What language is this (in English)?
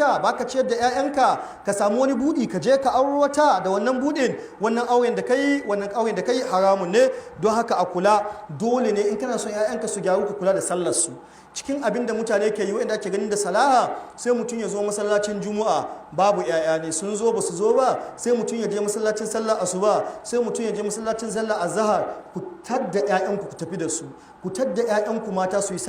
Hausa